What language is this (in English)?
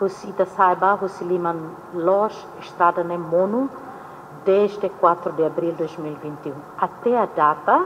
Tetum